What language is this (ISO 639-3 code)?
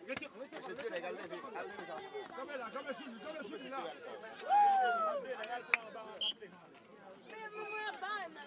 hat